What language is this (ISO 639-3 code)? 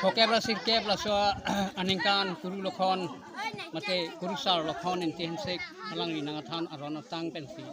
mjw